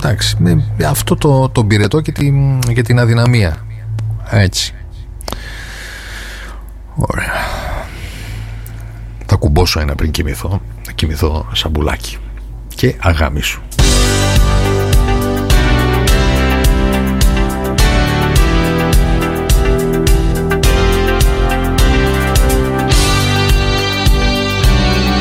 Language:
Greek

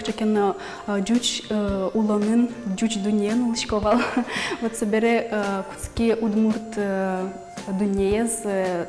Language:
Udmurt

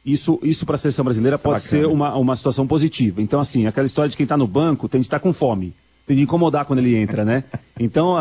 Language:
Portuguese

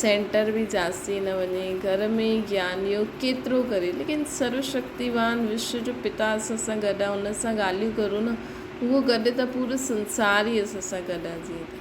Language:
Sindhi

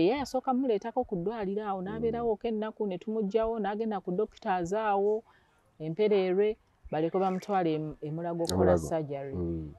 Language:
Ganda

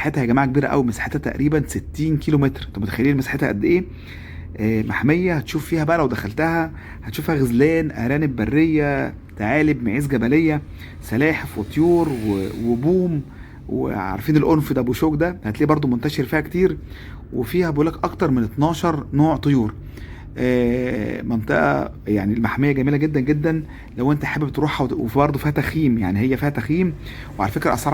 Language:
Egyptian Arabic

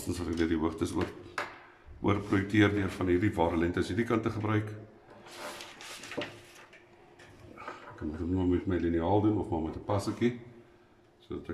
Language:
Afrikaans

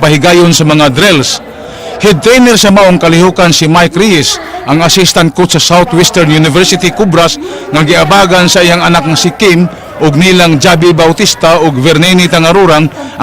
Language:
Cebuano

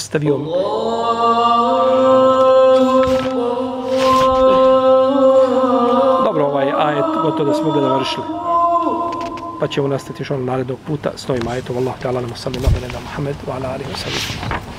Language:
Bosnian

